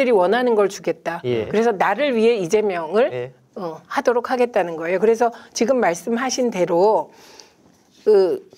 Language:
Korean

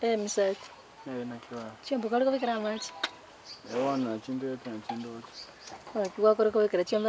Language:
Gusii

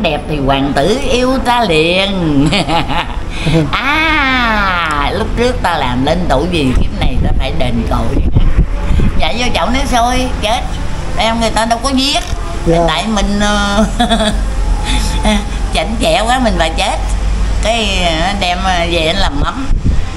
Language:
Vietnamese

